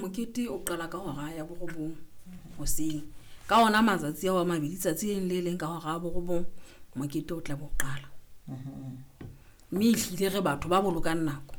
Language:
Southern Sotho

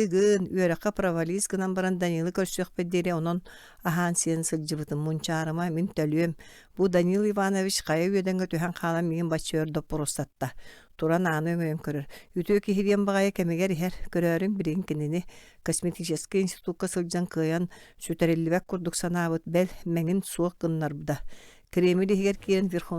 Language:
Yakut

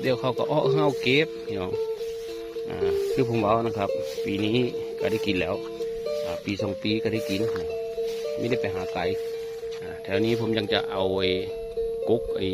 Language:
Northeastern Thai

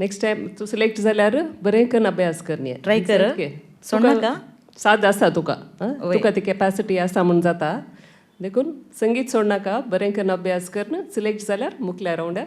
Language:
Konkani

